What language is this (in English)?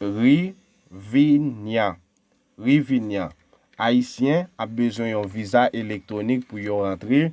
Haitian Creole